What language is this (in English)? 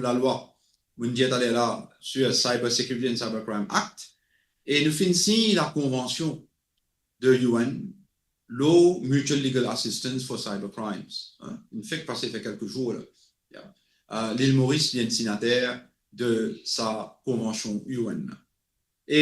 Morisyen